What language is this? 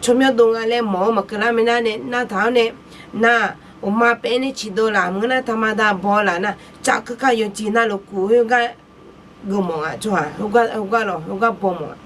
Akha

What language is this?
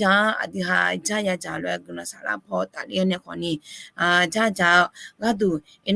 Akha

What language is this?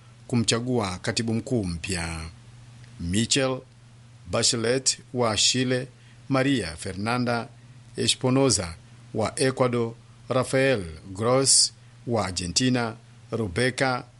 Swahili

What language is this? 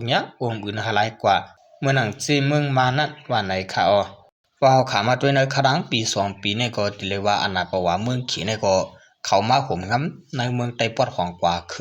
Shan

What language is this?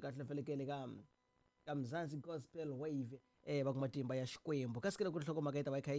Tsonga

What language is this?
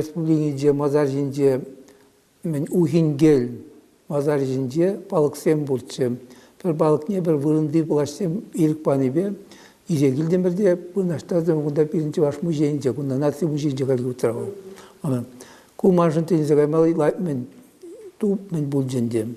Chuvash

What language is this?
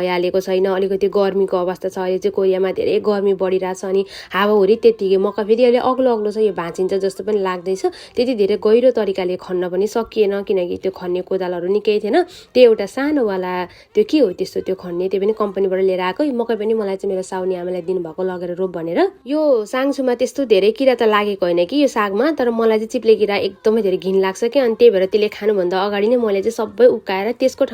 Nepali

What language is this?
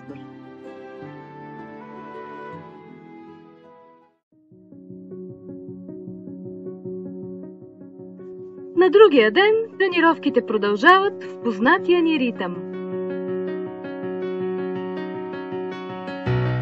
Bulgarian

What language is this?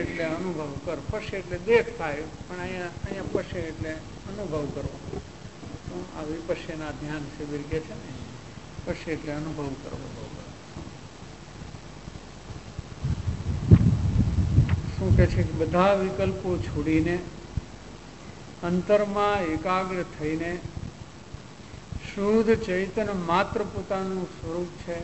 Gujarati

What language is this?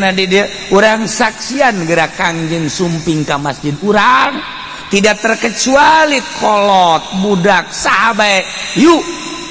Sundanese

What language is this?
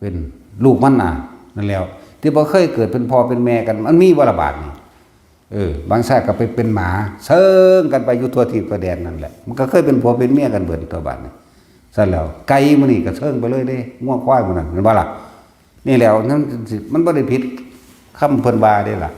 Northeastern Thai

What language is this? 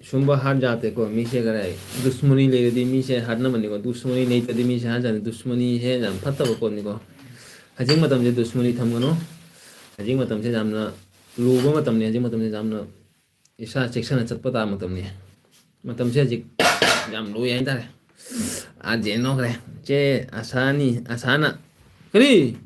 Manipuri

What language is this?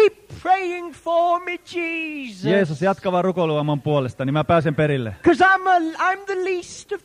Finnish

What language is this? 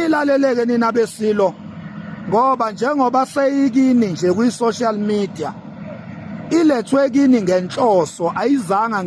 Zulu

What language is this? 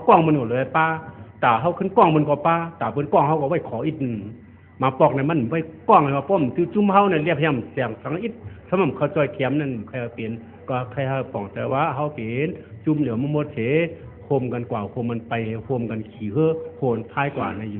Shan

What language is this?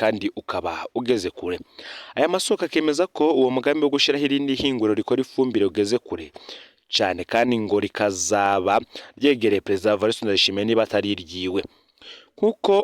Rundi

